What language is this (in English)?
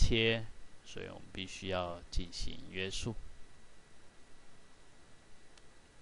Chinese